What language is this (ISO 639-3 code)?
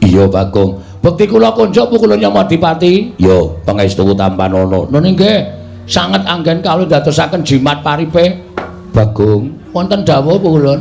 jav